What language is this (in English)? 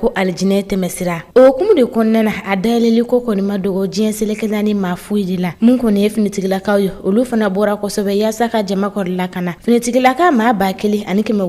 Bambara